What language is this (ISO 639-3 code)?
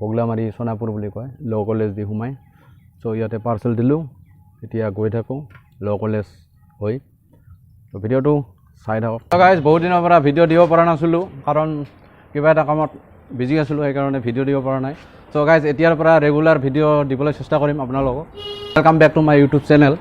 asm